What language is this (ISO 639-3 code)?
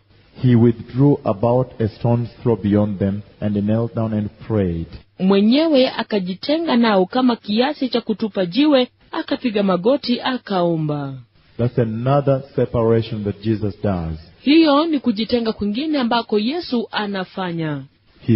swa